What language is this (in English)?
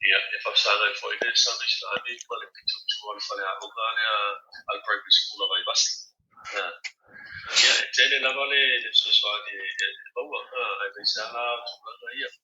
Samoan